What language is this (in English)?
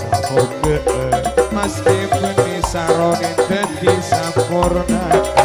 Madurese